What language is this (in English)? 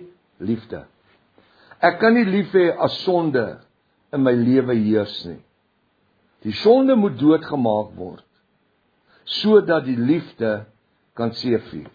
Afrikaans